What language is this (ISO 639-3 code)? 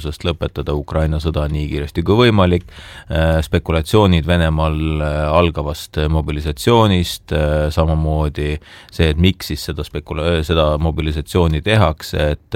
est